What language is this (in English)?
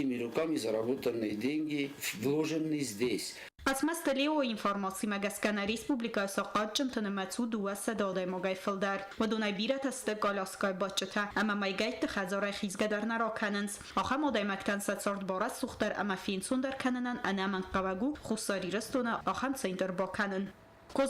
Ossetic